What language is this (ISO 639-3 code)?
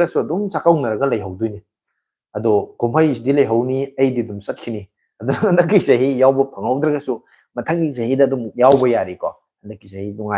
mni